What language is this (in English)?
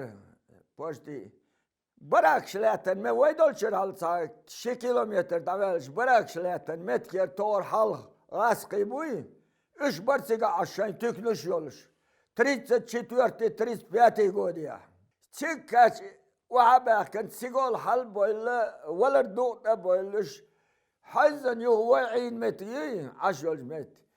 Chechen